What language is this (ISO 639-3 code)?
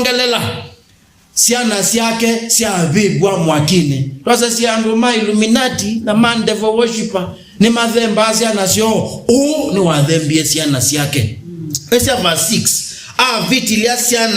kam